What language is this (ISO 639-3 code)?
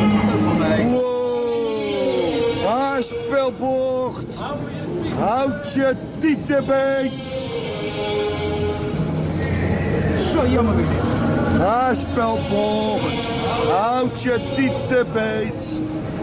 nld